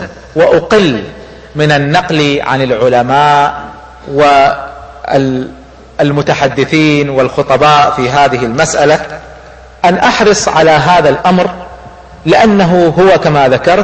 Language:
Arabic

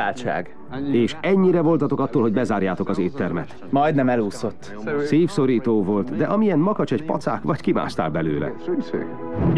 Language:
Hungarian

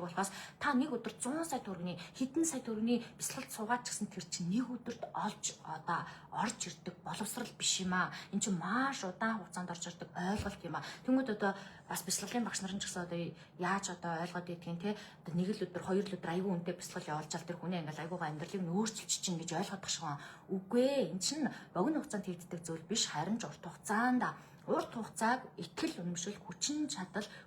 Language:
Mongolian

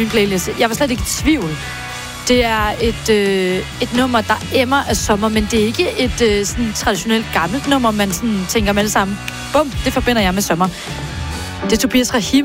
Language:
Danish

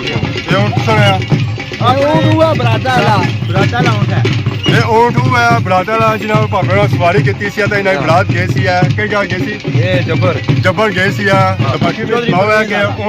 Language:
Pahari-Potwari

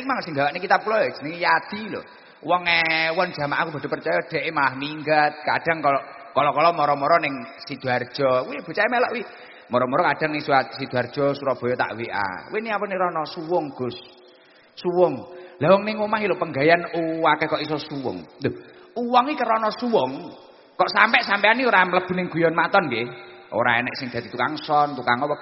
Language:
Javanese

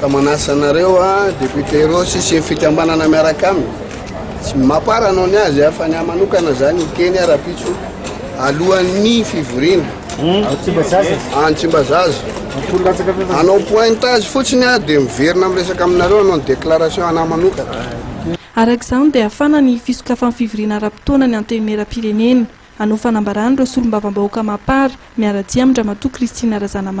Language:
Malagasy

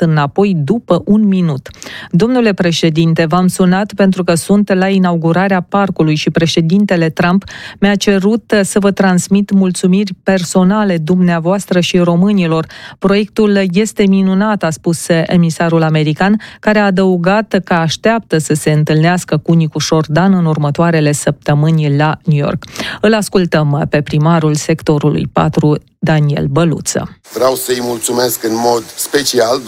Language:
Romanian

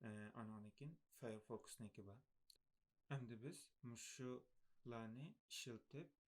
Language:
Uyghur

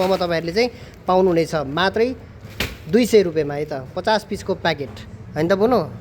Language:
Nepali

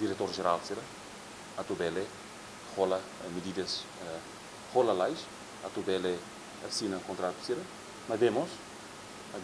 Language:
Tetum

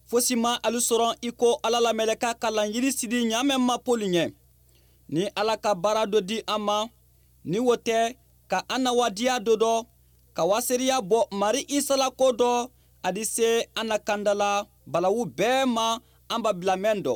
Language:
Bambara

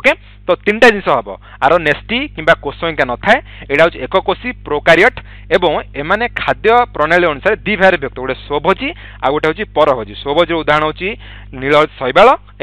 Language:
Odia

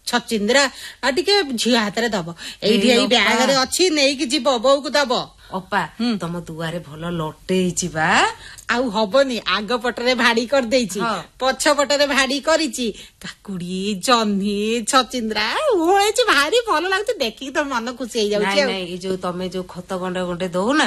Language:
Odia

